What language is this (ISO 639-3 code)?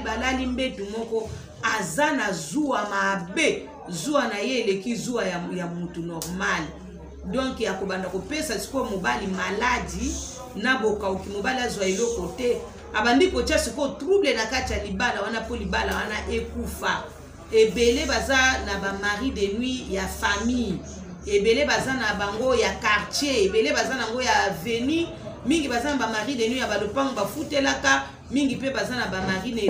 lin